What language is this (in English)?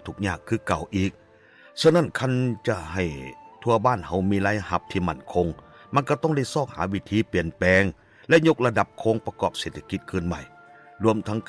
Lao